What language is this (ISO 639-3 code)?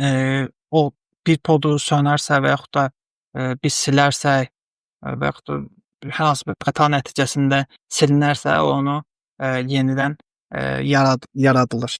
aze